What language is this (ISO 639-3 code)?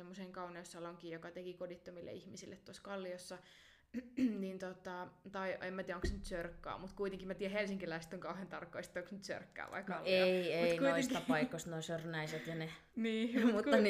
fin